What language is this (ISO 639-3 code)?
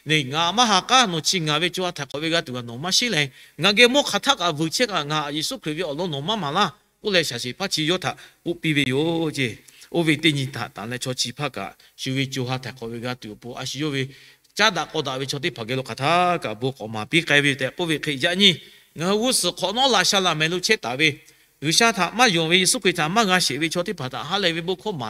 lhu